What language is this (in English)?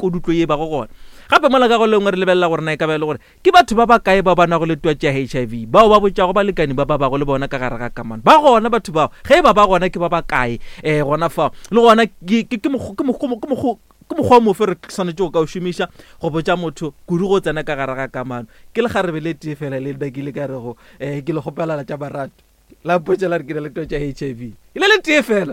Northern Sotho